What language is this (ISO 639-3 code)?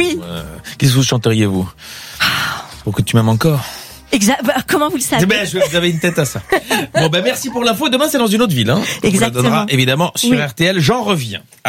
fra